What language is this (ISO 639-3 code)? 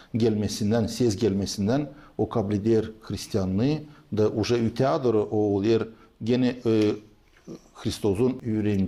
gag